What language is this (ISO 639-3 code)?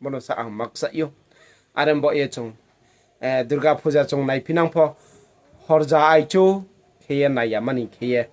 ria